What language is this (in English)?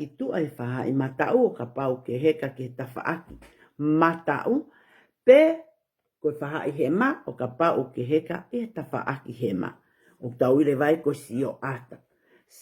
Tongan